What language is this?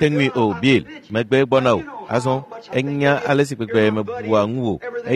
Ewe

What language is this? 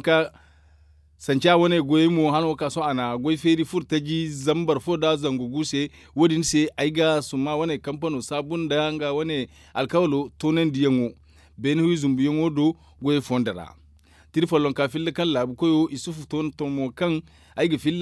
Zarma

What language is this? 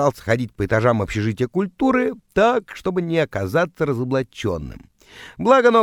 Russian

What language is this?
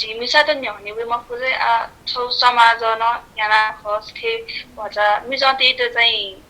Newari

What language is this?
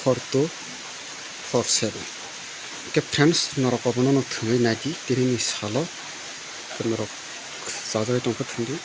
Kok Borok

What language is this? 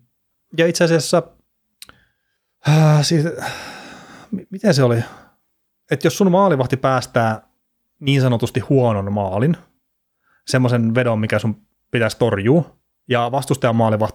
Finnish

